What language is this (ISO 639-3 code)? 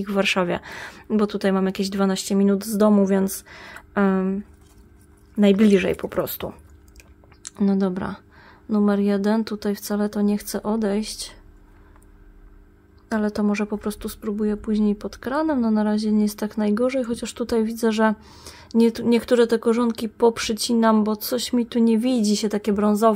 pol